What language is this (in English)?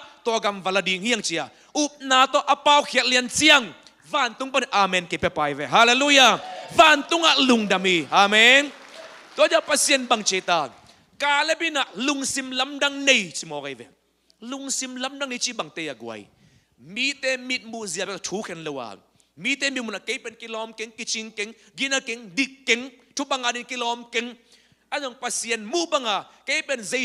Tedim Chin